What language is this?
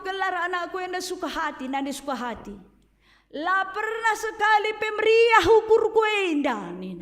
Batak Karo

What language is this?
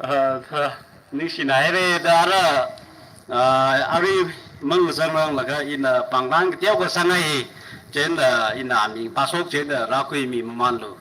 Tangkhul Naga (India)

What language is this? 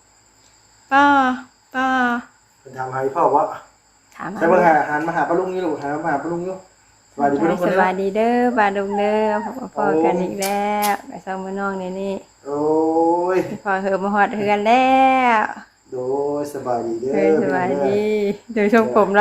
Northeastern Thai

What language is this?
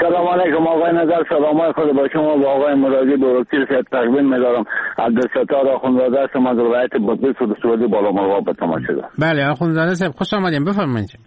Persian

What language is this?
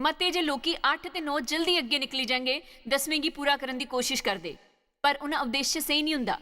Dogri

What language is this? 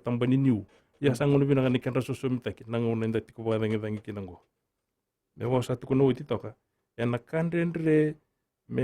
Fijian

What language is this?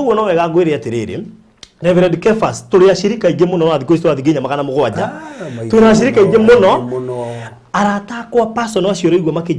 Kikuyu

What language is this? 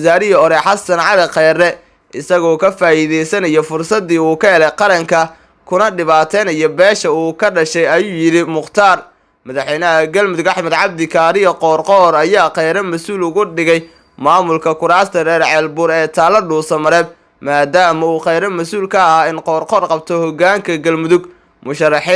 Somali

